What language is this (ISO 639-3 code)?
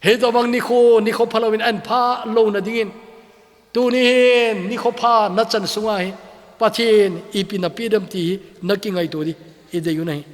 tcz